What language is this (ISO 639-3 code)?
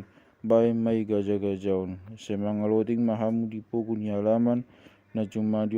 bbc